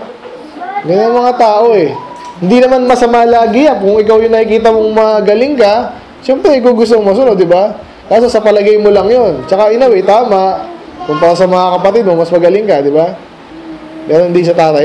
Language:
Filipino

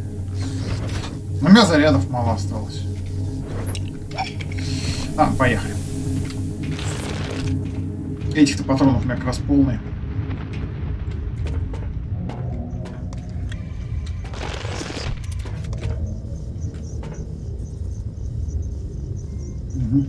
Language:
Russian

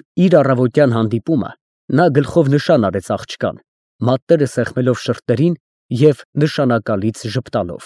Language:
Armenian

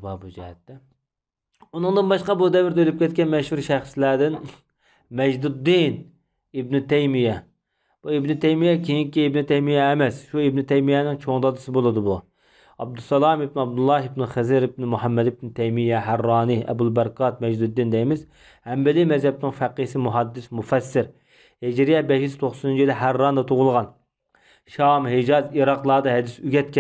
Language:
Uyghur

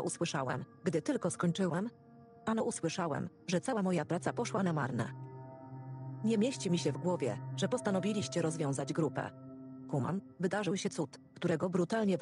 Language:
Polish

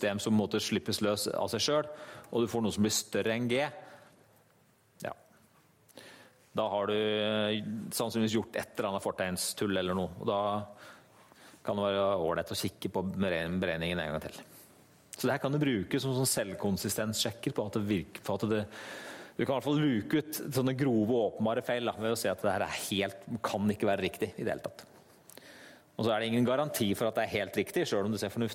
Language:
Norwegian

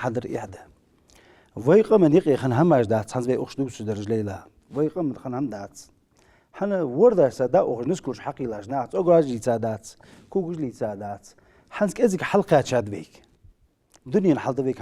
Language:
Ingush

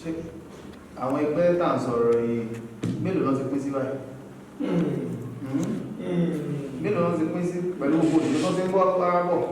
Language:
Yoruba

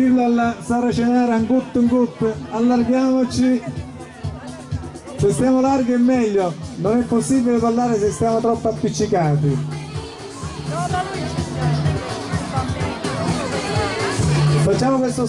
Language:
Italian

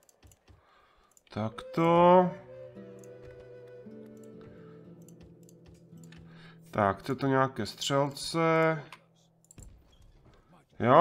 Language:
Czech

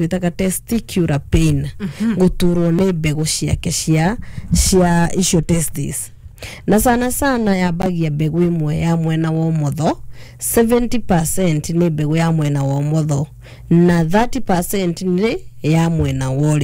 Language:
Kikuyu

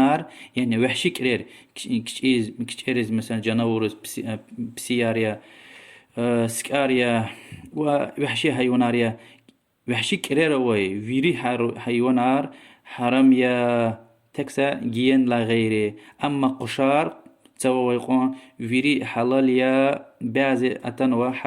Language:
Lezghian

